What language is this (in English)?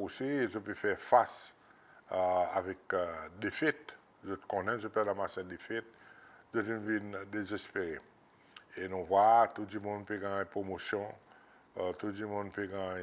Seselwa Creole French